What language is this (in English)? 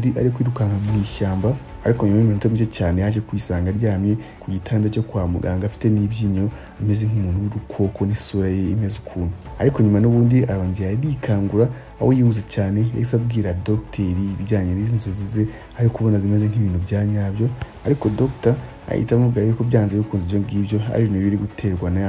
Kinyarwanda